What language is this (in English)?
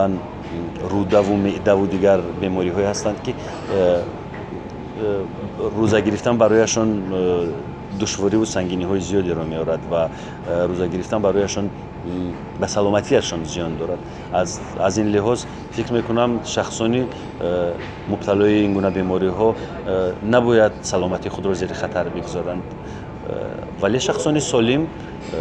Tajik